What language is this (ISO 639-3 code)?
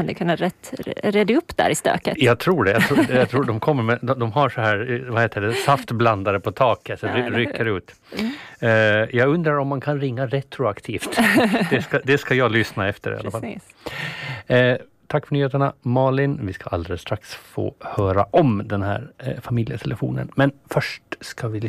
swe